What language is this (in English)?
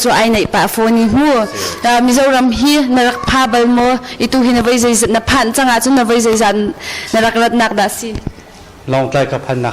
Hakha Chin